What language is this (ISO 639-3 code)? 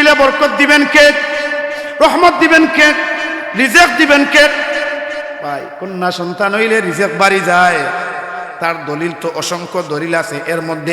syl